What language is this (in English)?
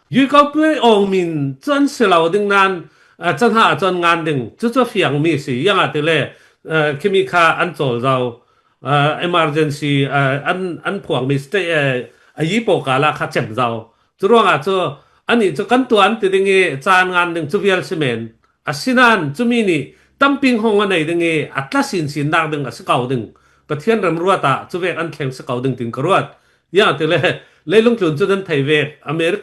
Falam Chin